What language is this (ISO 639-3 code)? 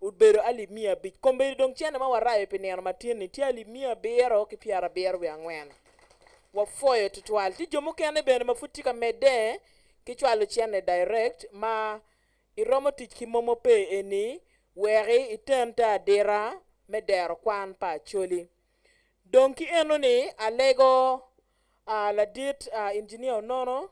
ach